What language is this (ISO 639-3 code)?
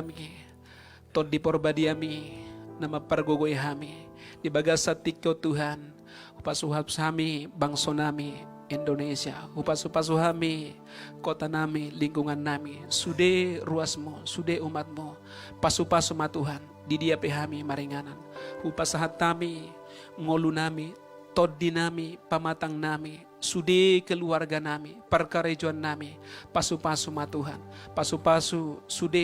bbc